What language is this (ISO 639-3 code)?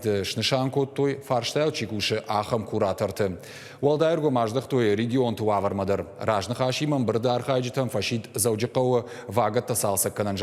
oss